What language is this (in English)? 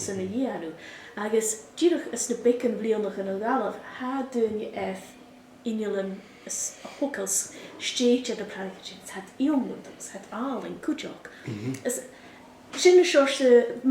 Scottish Gaelic